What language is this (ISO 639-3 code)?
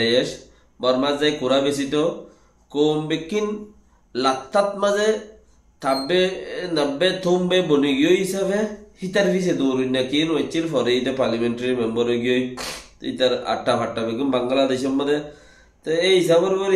rhg